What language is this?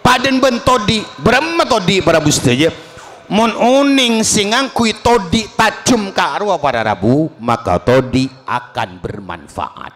Madurese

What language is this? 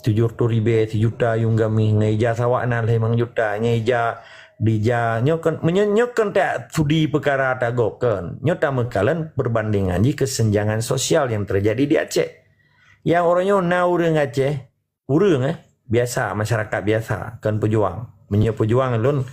Achinese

